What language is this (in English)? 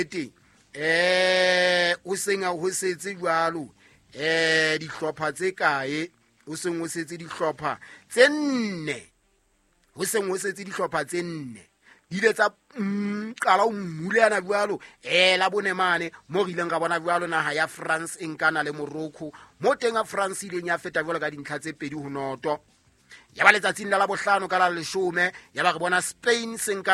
Southern Sotho